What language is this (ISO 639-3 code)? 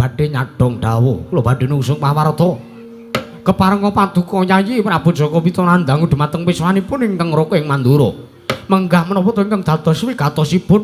jav